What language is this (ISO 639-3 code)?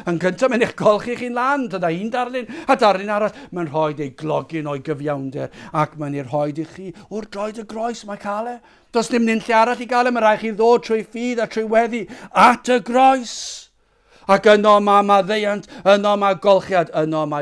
cym